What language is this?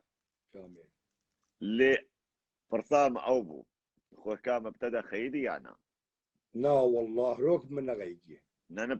Kurdish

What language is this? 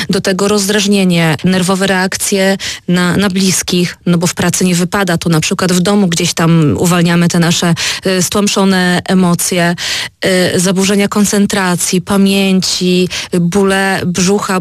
Polish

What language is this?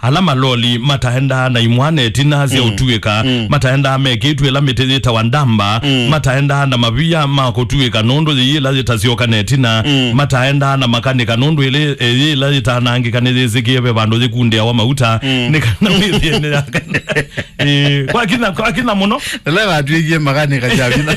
Kamba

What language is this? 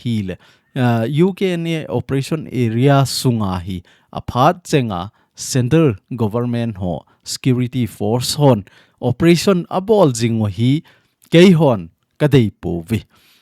Thado Chin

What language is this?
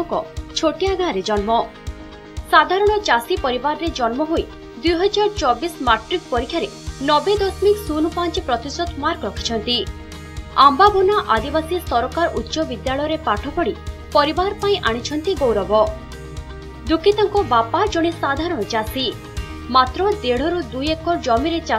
Odia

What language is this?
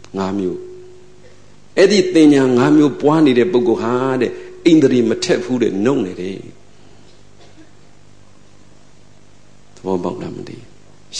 Burmese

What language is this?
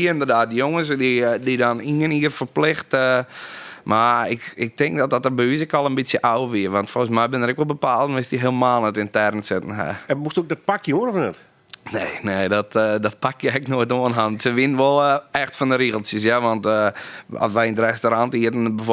Western Frisian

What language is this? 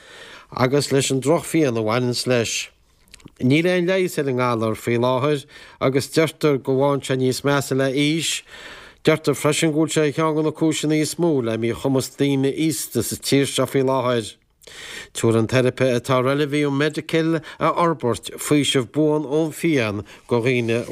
Irish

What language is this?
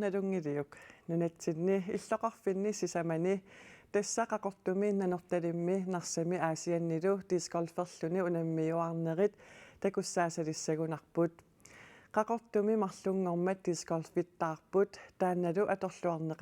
Kalaallisut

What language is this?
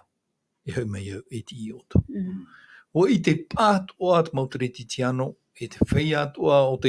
Tahitian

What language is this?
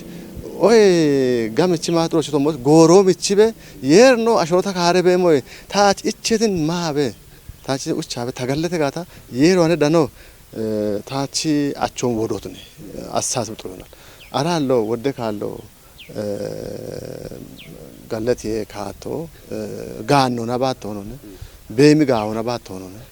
Kafa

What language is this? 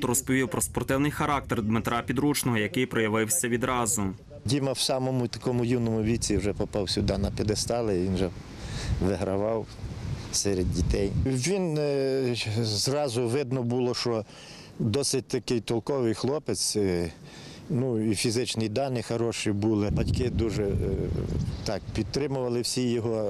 Ukrainian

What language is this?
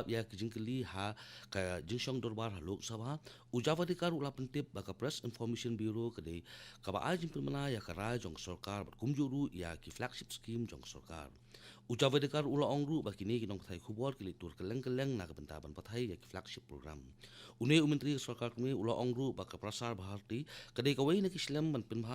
Khasi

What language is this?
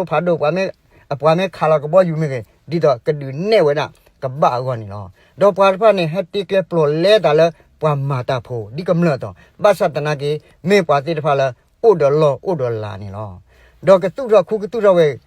S'gaw Karen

